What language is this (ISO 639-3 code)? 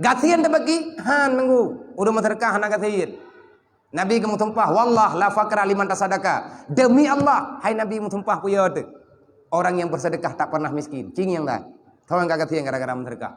ace